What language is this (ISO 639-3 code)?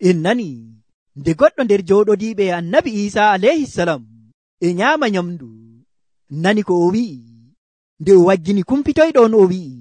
fuv